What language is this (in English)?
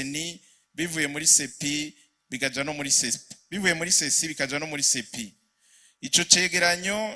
Rundi